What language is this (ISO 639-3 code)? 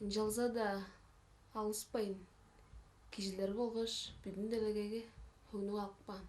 tyv